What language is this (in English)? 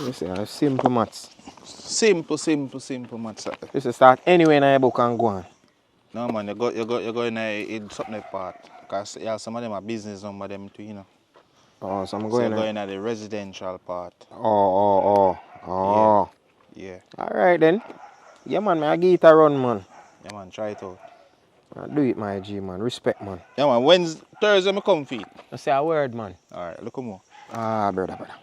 Jamaican Creole English